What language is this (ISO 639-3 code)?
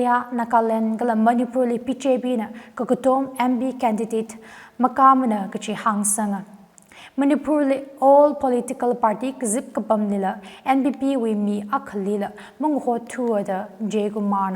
nmf